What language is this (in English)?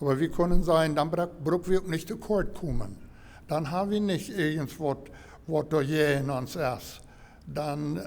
Plautdietsch